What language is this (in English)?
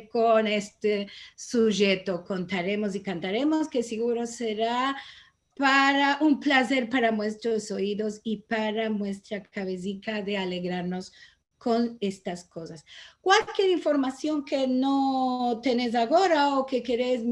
Ladino